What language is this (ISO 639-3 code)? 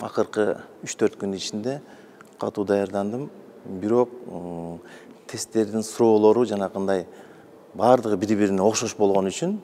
kir